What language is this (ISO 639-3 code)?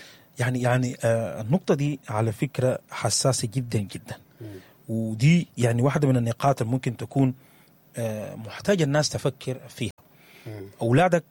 apd